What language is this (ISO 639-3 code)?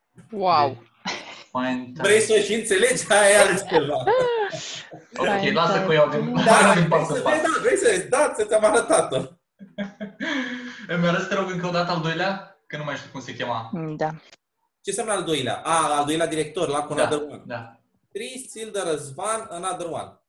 ron